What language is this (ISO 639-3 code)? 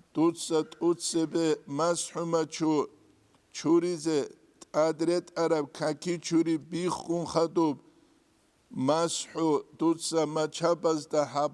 ava